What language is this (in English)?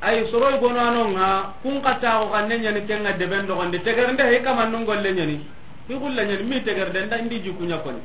Soninke